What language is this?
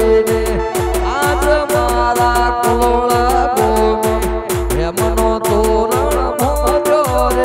Gujarati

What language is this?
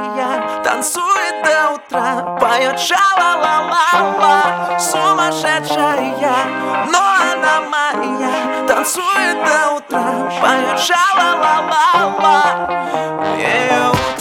Russian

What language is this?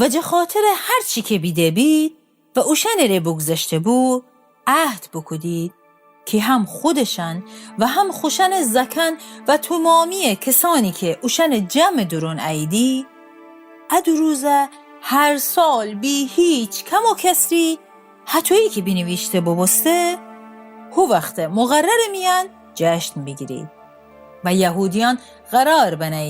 Gilaki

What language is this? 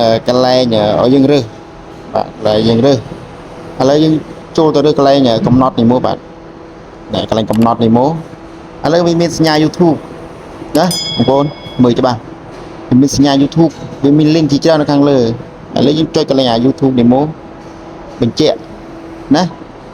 Khmer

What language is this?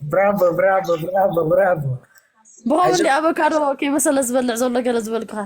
Tigrinya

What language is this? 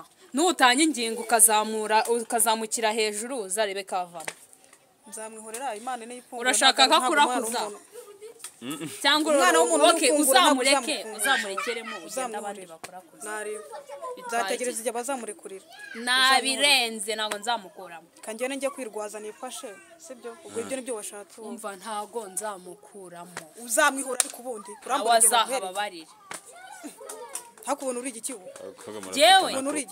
Kinyarwanda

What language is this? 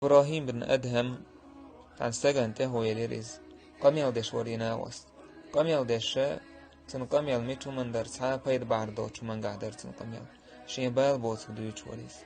Chechen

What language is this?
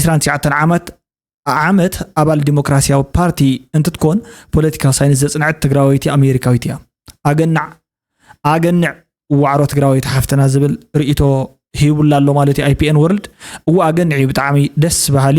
Tigrinya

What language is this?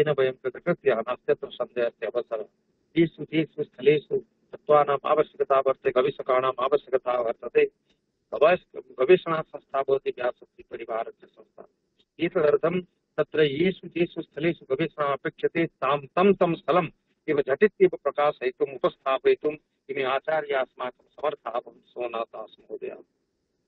Sanskrit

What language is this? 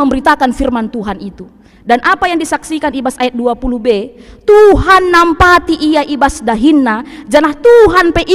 Batak Karo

